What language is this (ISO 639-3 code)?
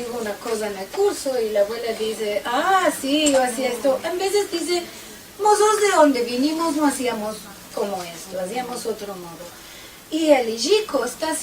lad